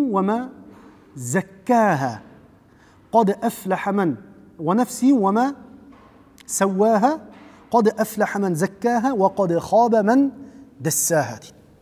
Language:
Kazakh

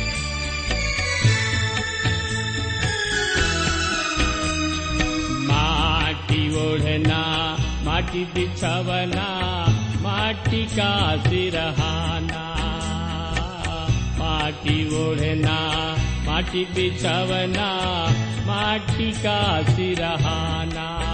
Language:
Bhojpuri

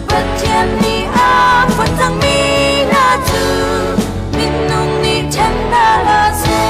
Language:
Hakha Chin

